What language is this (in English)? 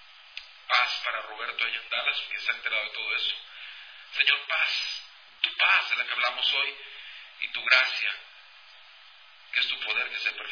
Spanish